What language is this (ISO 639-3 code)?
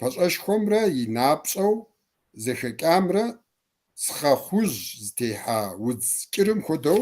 kbd